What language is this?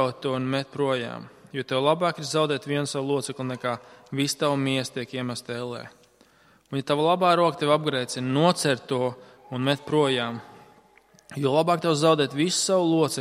Latvian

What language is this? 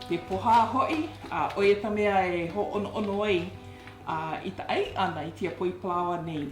Hawaiian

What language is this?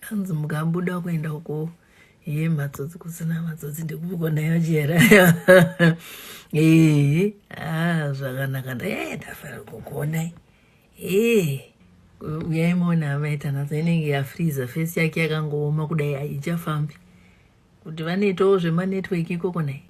Shona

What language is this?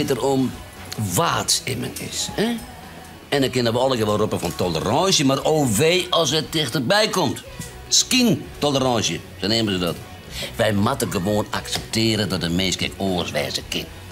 Western Frisian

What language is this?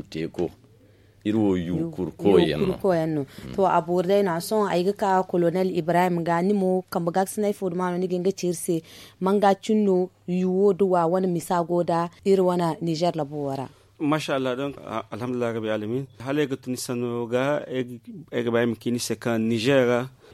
Zarma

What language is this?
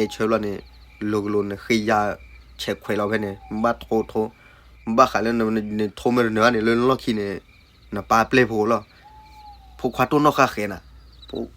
S'gaw Karen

